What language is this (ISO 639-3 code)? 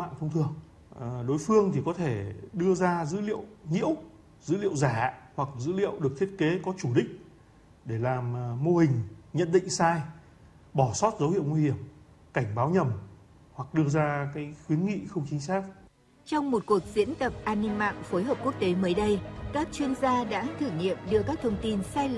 vie